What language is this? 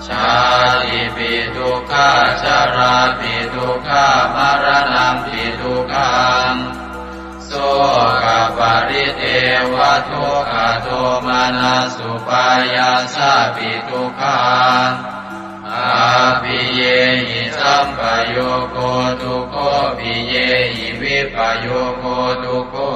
Pali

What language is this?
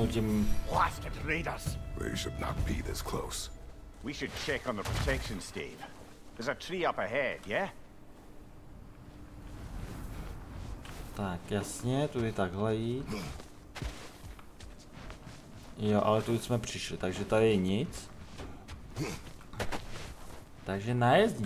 Czech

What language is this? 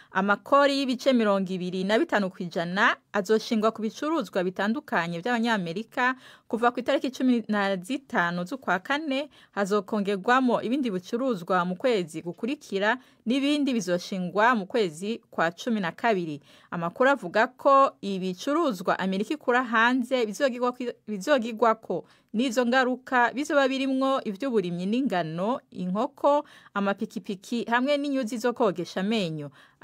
Rundi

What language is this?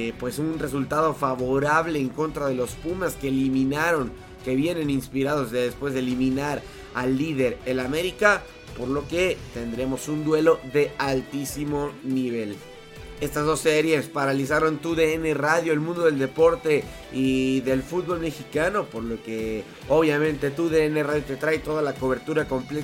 Spanish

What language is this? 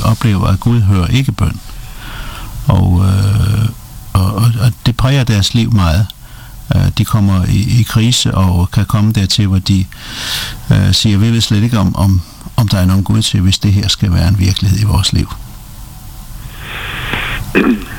Danish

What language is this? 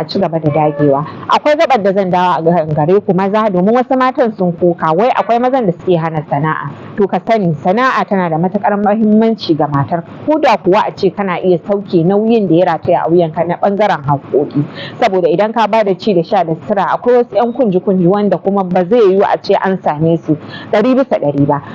Hausa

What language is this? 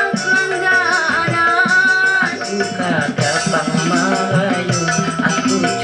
Banjar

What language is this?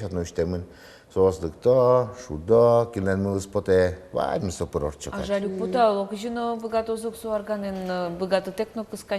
Udmurt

